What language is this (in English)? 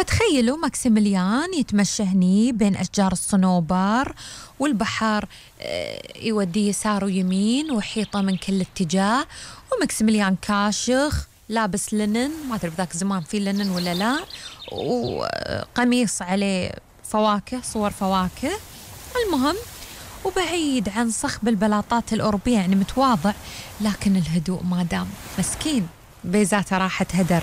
Gulf Arabic